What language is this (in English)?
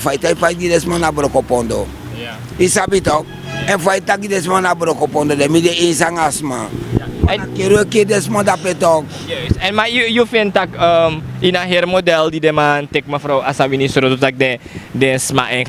Sranan Tongo